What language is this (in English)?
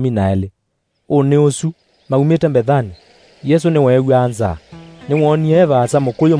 Kamba